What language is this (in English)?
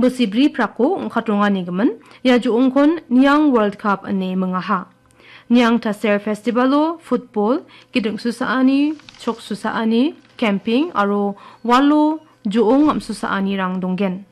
Garo